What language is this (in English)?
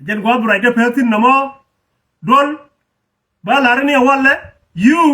Nuer